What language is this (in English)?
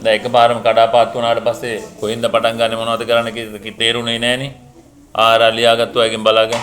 Sinhala